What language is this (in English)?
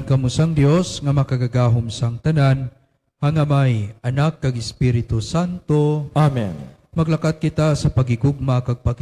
Hiligaynon